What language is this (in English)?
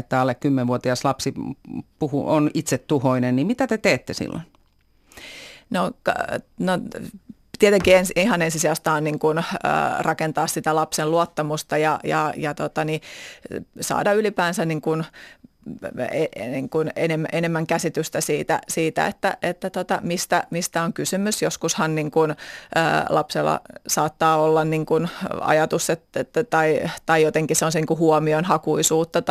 Finnish